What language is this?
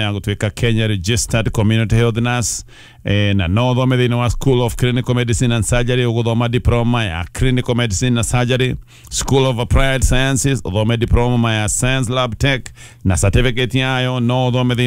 Kikuyu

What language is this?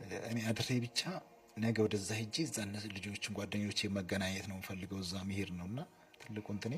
Amharic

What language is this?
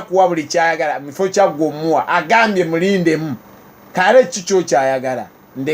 Ganda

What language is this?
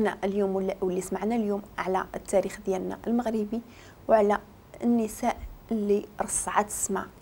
Moroccan Arabic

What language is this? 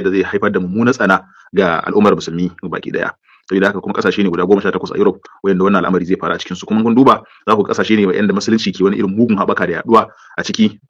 Hausa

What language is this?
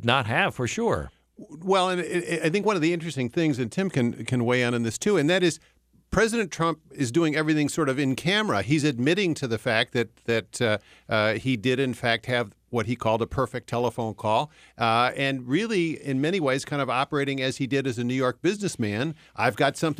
English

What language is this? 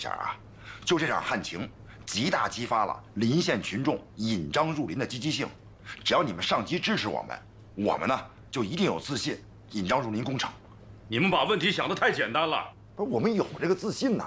Chinese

